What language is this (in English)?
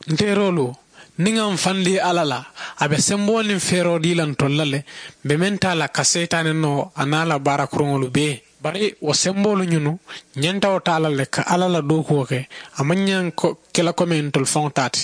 Mandingo